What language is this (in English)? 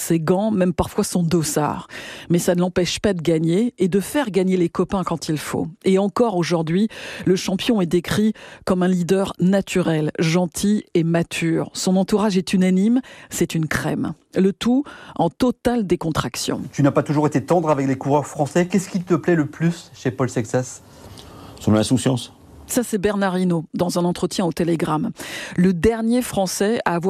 French